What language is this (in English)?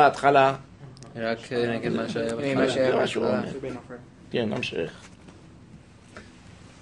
Hebrew